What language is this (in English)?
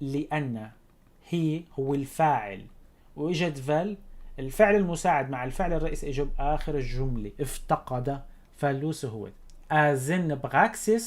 North Levantine Arabic